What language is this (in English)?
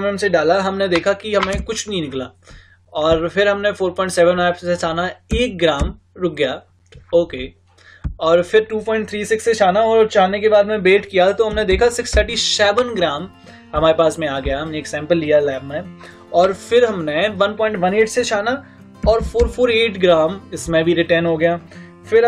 Hindi